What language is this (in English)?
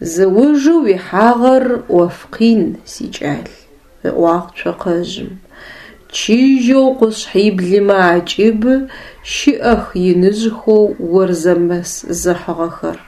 Adyghe